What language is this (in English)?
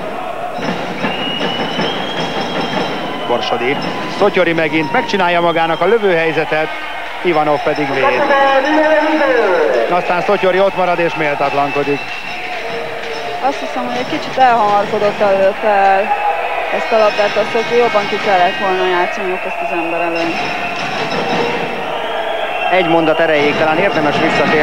Hungarian